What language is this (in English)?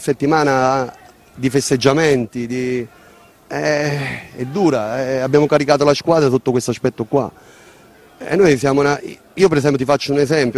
Italian